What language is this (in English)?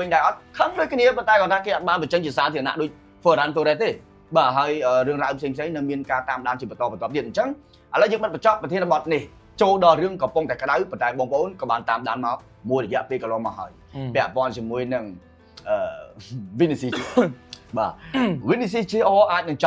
Khmer